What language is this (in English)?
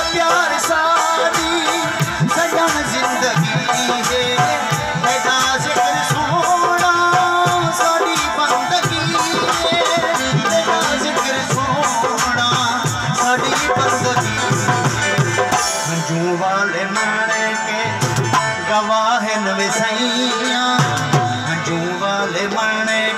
Saraiki